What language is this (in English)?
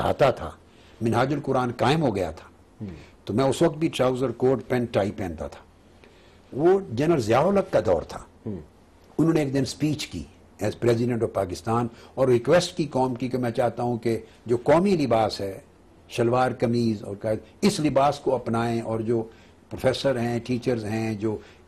Urdu